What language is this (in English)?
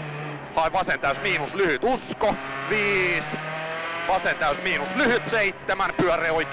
Finnish